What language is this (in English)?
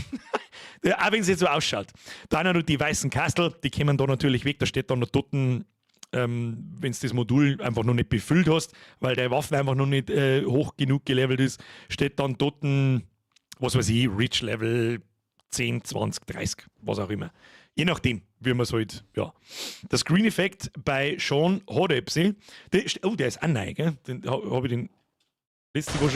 Bavarian